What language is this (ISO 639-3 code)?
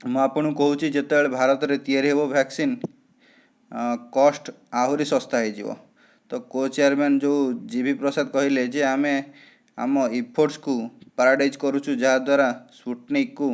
ori